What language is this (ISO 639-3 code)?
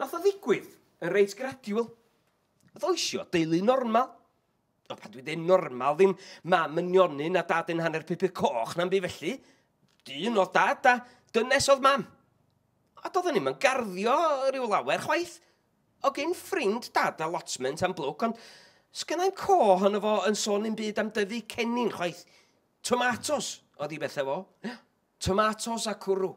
cym